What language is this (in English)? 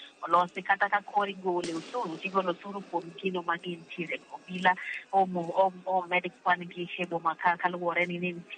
Luo (Kenya and Tanzania)